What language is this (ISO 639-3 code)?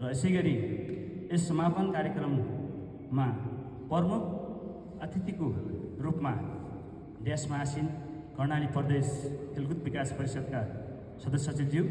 nep